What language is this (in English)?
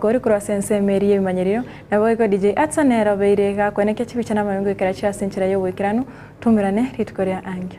Gusii